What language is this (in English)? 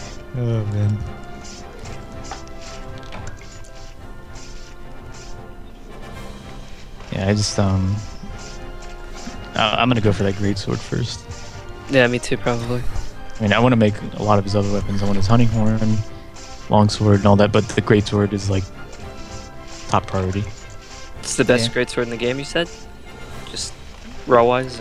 English